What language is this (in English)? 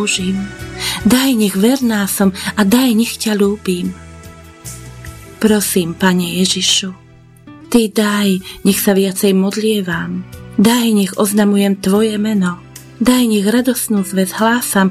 Slovak